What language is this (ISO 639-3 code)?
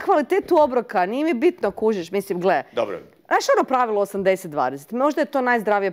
hrv